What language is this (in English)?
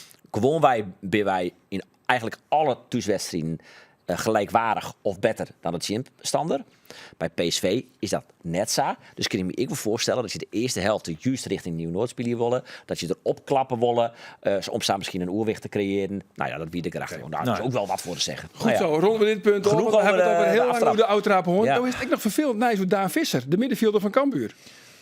Western Frisian